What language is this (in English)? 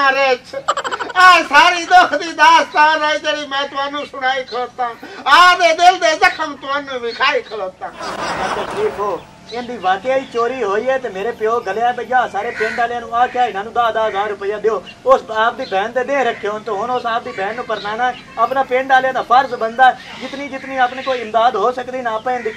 Punjabi